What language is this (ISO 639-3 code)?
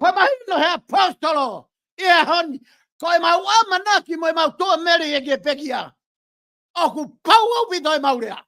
ton